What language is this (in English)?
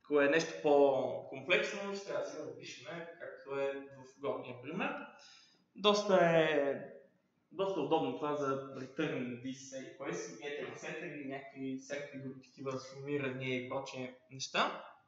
Bulgarian